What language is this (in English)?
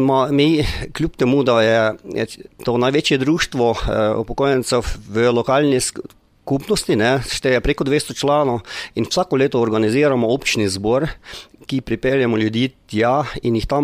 Slovenian